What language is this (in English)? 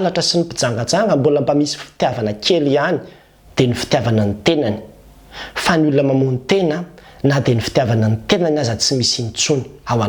Malagasy